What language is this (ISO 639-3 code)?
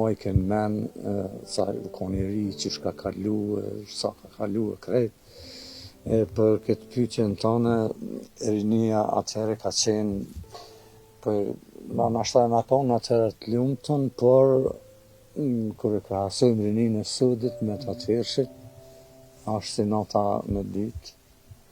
sqi